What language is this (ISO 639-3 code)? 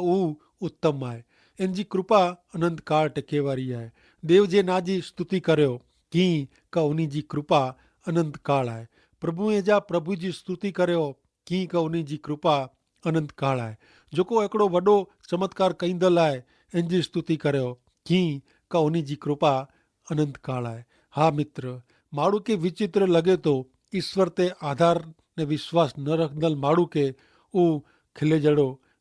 kfr